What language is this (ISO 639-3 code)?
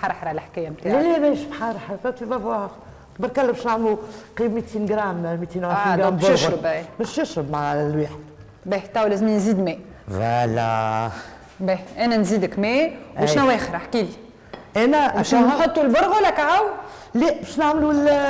aeb